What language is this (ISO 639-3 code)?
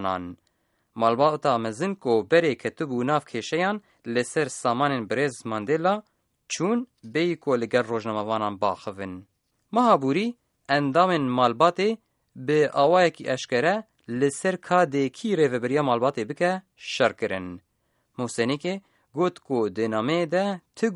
kur